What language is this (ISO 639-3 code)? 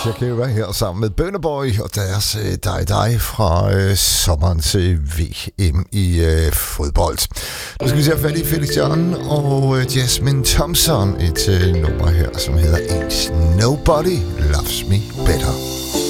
dan